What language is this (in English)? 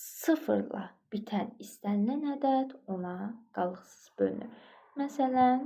Azerbaijani